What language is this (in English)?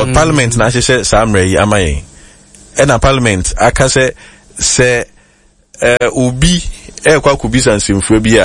Akan